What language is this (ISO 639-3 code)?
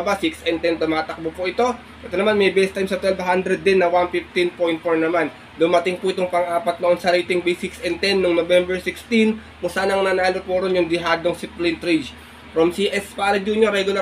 fil